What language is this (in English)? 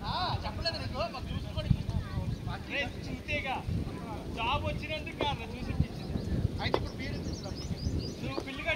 Telugu